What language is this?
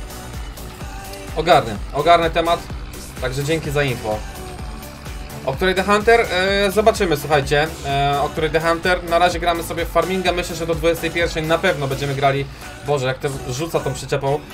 Polish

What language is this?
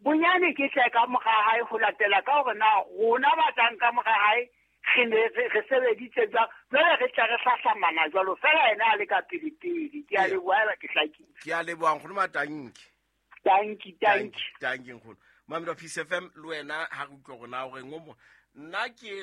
Southern Sotho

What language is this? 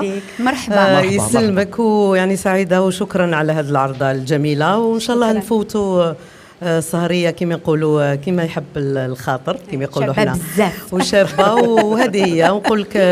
Algerian Arabic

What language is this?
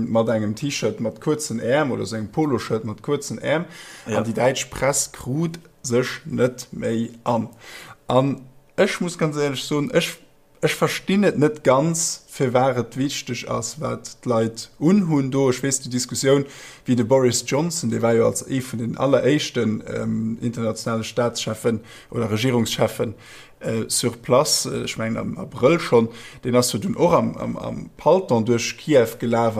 Luxembourgish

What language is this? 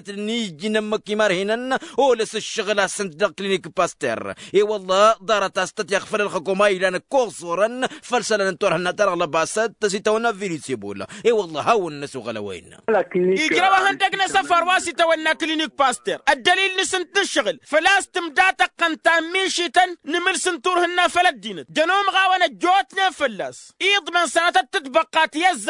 Tamasheq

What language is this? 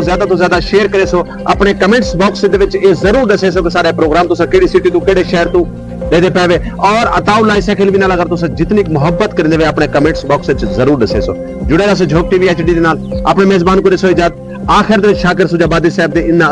Saraiki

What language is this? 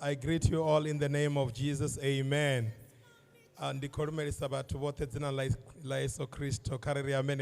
Venda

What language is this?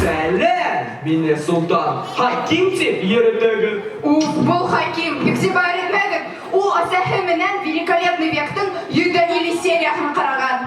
Bashkir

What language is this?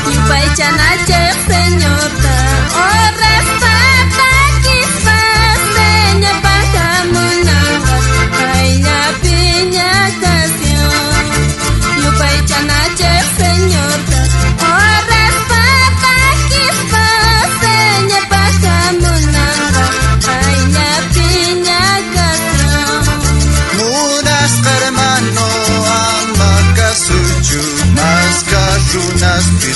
South Bolivian Quechua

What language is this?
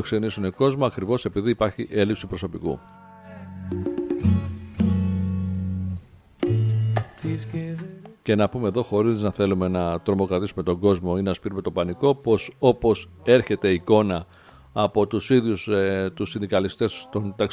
Greek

